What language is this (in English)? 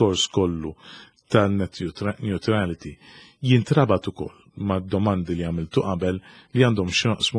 Maltese